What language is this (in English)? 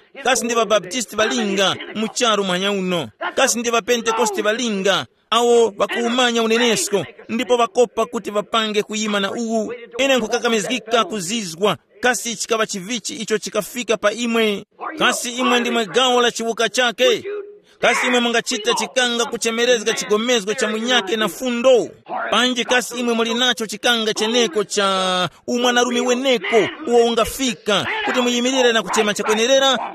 Tumbuka